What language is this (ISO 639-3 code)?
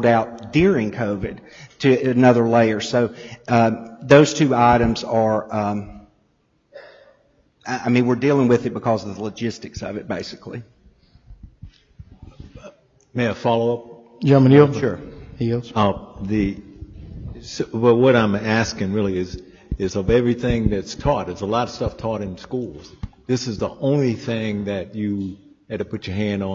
eng